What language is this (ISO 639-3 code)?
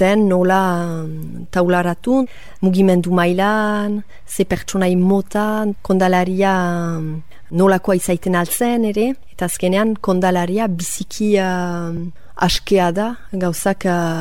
eus